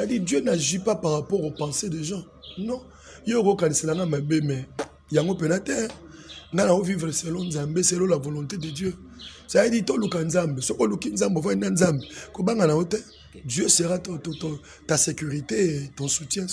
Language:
Lingala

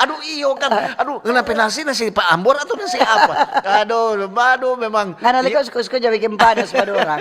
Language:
Manado Malay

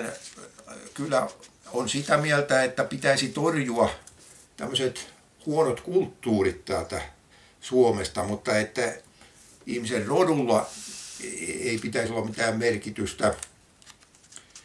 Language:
Finnish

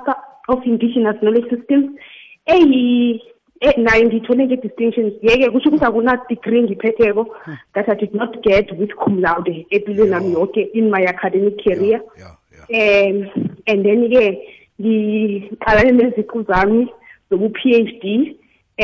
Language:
South Ndebele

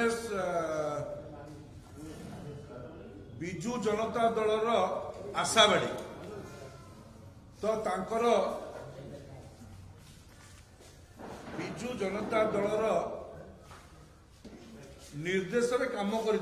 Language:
Odia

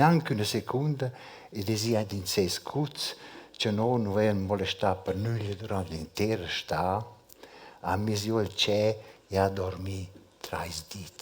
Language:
Romansh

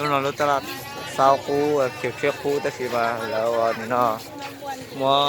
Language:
Hmong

